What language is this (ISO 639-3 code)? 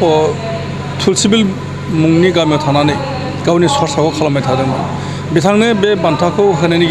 brx